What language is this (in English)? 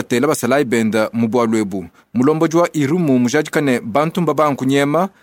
Luba-Lulua